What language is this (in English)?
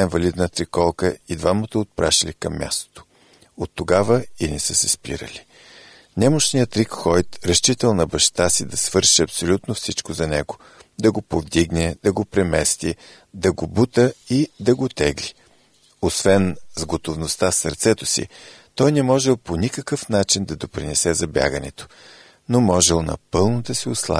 Bulgarian